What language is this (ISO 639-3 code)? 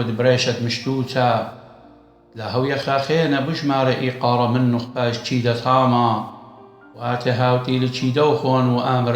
aii